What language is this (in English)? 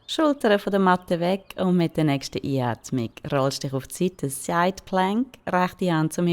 Swiss German